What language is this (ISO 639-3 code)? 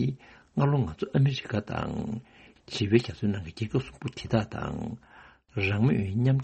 bod